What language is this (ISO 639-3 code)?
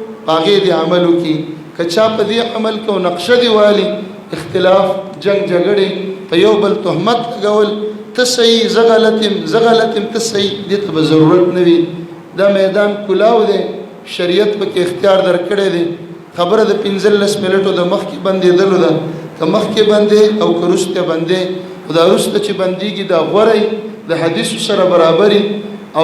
pus